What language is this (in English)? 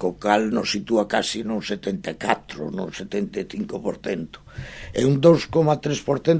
Galician